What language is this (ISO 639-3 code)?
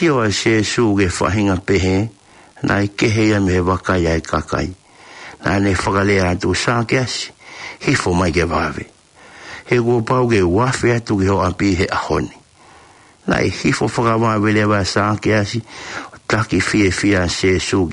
ton